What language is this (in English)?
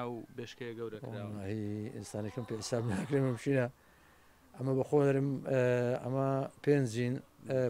Central Kurdish